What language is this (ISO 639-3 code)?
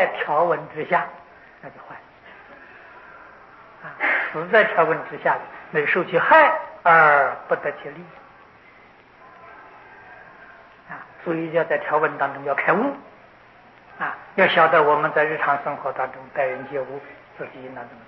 zho